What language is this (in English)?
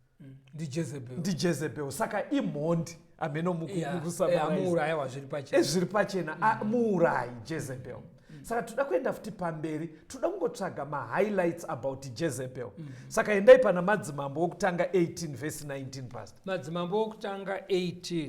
Shona